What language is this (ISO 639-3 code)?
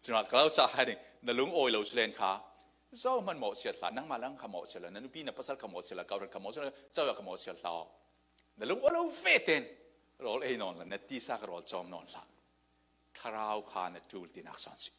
cfm